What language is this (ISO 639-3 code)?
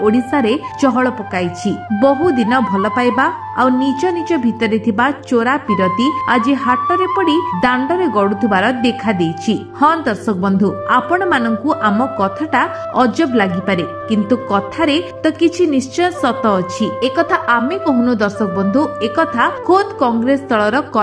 ori